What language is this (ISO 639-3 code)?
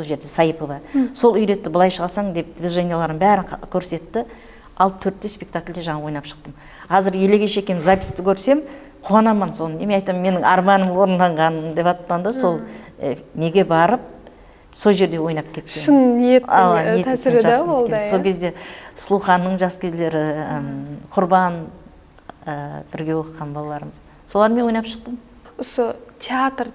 kaa